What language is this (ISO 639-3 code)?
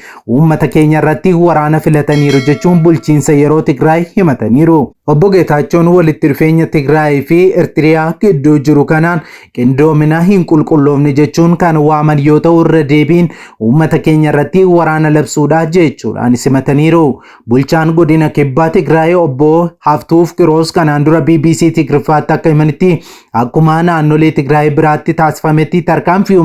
orm